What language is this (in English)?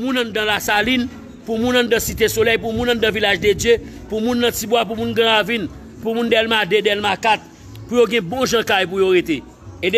Haitian Creole